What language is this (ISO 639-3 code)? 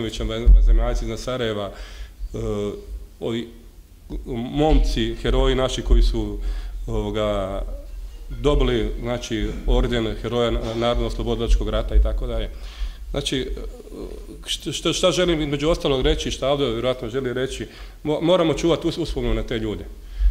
bos